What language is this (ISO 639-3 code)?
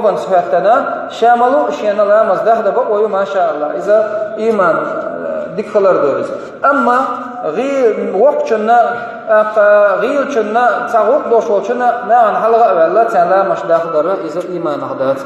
che